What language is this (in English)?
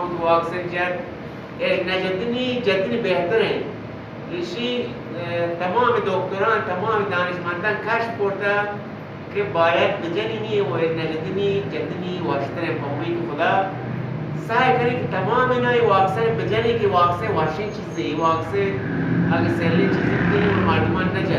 Baluchi